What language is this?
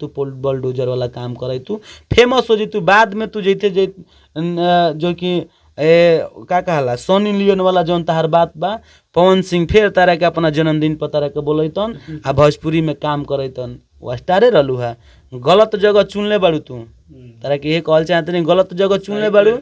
Bhojpuri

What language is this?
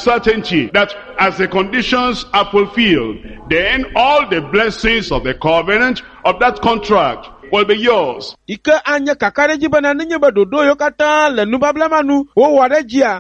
Ewe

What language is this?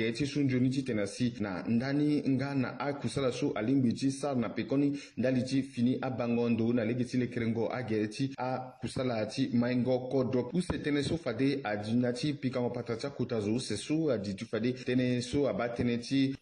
Sango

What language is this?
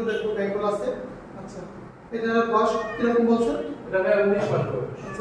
Bangla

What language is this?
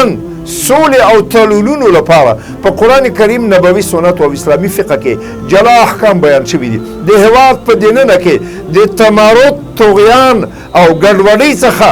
Pashto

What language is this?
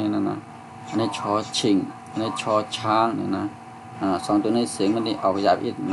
Shan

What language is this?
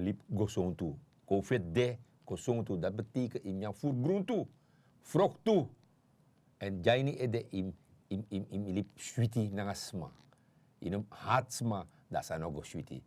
Sranan Tongo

